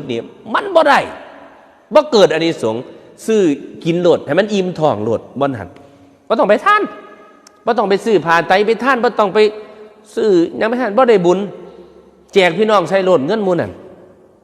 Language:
Northeastern Thai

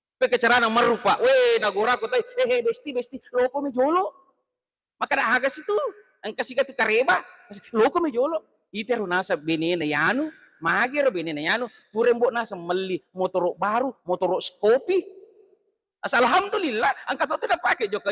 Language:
Buginese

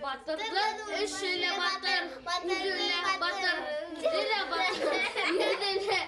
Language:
Bashkir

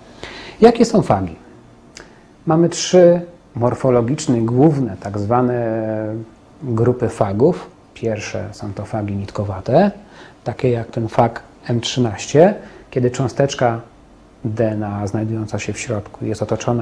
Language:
Polish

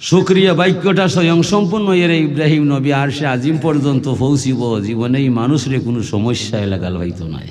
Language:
Sylheti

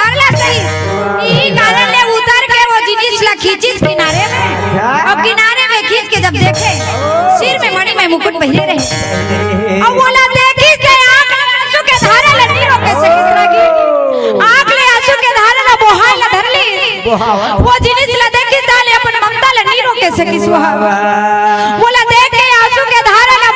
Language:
Chhattisgarhi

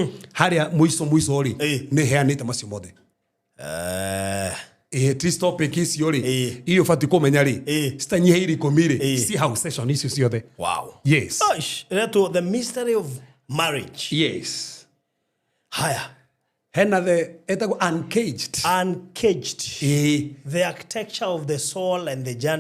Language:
Kikuyu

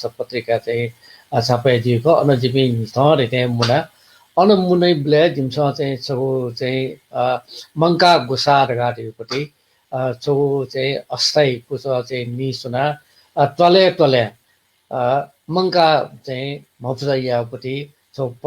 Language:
Newari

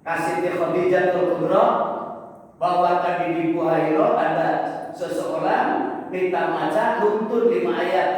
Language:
Sundanese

